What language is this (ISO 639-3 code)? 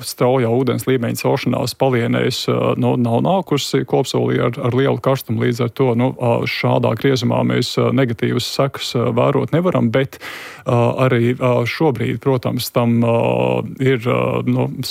lav